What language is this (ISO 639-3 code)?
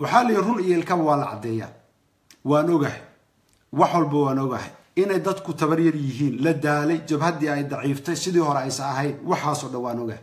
som